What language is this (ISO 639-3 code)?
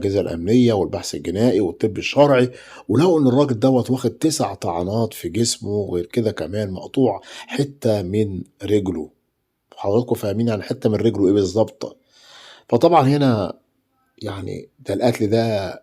arz